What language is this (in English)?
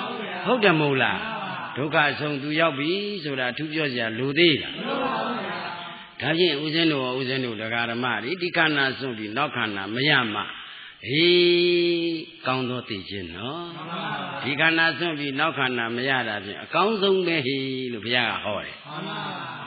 Burmese